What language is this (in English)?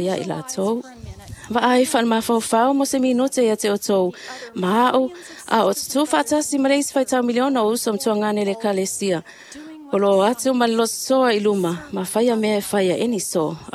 Samoan